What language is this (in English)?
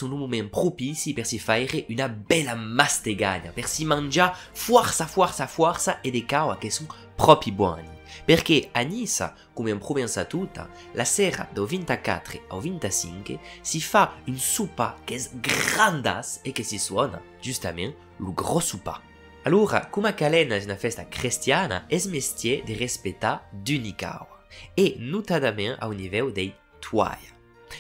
Occitan